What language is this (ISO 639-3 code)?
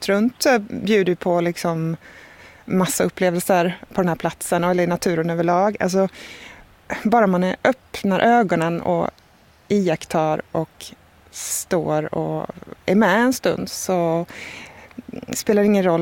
swe